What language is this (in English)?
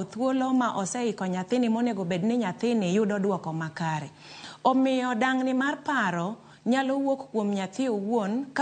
Luo (Kenya and Tanzania)